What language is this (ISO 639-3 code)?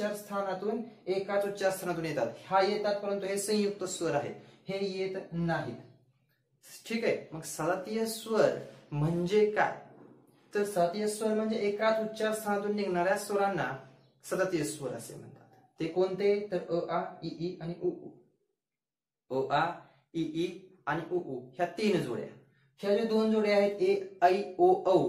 mar